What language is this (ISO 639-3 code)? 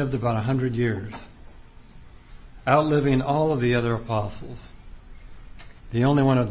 eng